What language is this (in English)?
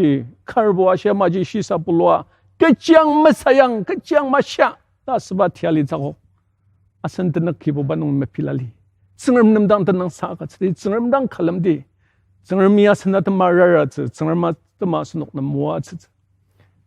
Ao Naga